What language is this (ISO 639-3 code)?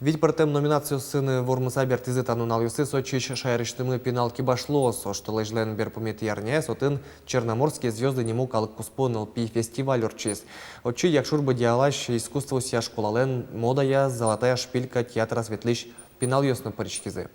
udm